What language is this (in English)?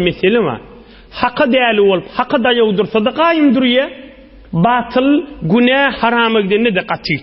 Turkmen